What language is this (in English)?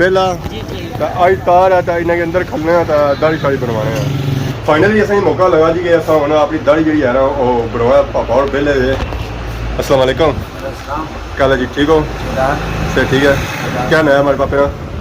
Pahari-Potwari